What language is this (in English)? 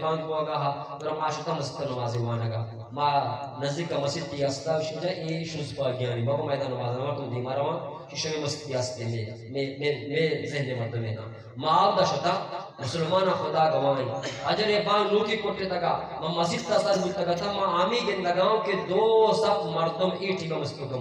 Eastern Balochi